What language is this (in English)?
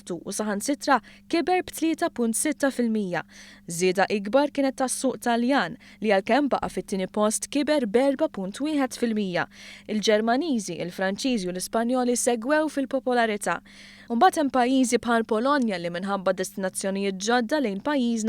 Maltese